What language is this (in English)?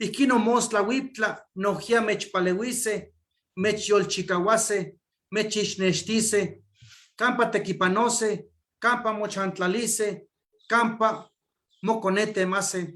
Eastern Huasteca Nahuatl